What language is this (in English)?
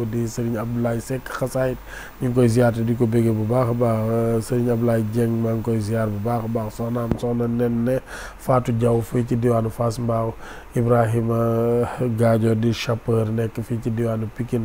Wolof